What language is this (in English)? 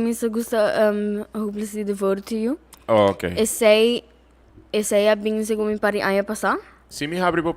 Papiamento